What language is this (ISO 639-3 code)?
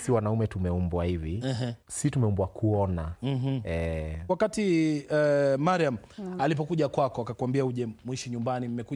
swa